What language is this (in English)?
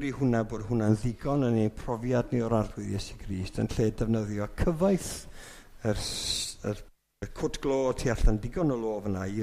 Welsh